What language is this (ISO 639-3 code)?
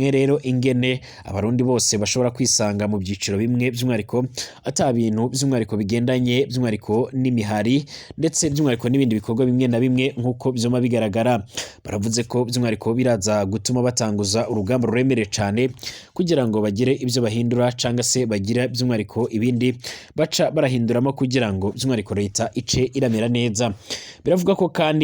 run